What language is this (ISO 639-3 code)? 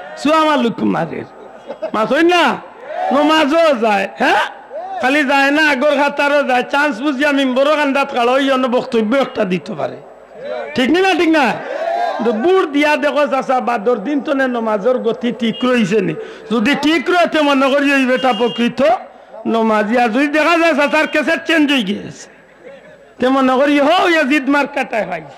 syl